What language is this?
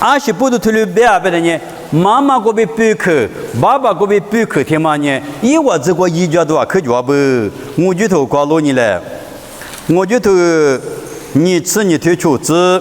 Lisu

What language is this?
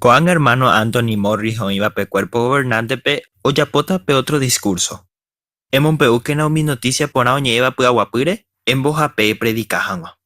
Guarani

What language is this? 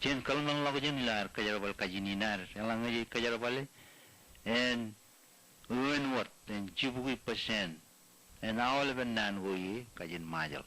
Marshallese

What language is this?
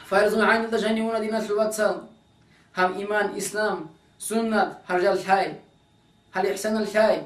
Avaric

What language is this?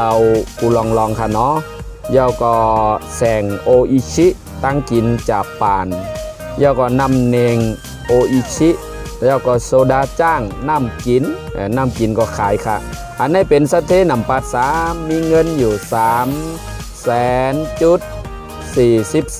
Shan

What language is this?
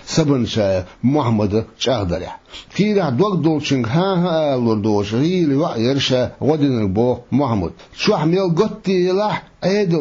Chechen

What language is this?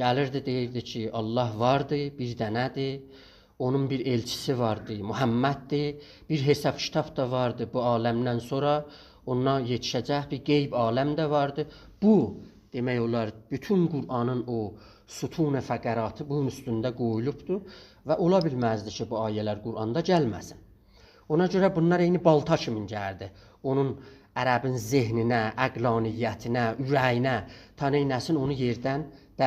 South Azerbaijani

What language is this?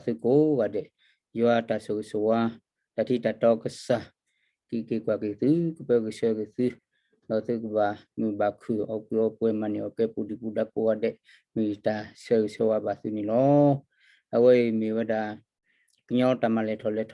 S'gaw Karen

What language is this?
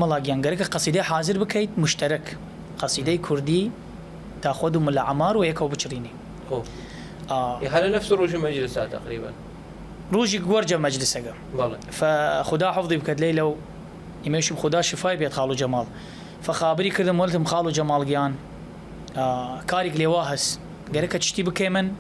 Southern Kurdish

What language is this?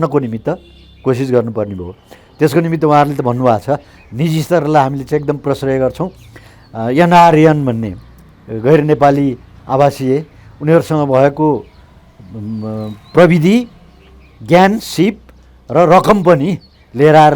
Nepali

